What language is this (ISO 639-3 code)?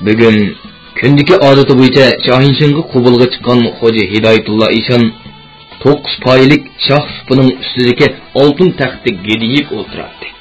uig